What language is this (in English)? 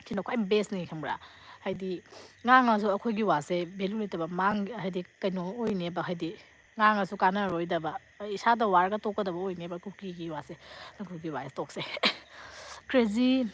Manipuri